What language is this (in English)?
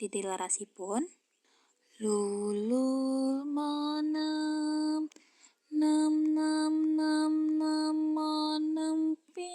Javanese